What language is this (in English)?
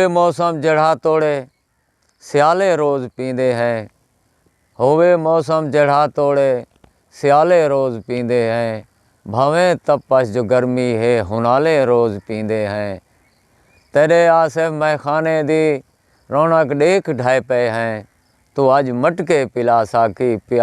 Saraiki